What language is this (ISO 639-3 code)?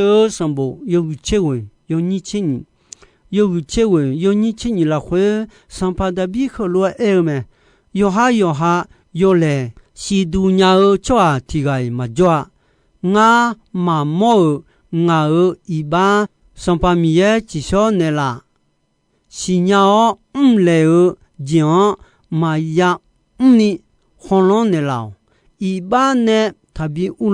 ahk